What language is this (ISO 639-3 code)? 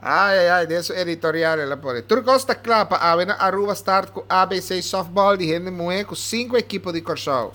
pap